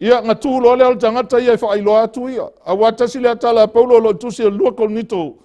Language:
Samoan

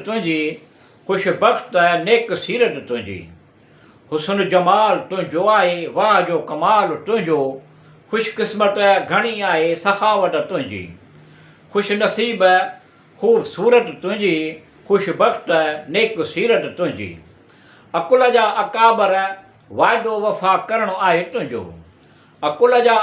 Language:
Sindhi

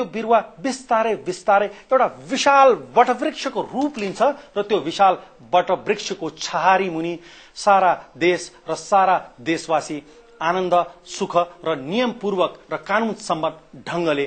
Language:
Nepali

